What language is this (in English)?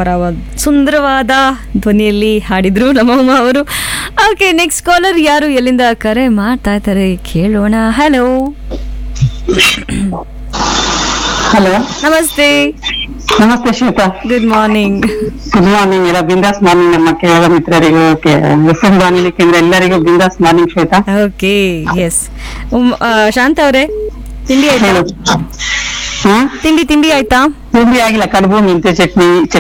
Kannada